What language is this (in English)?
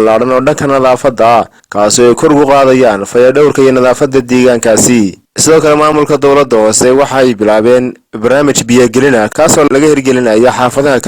Somali